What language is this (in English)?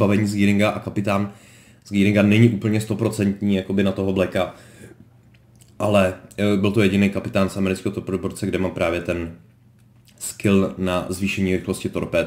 Czech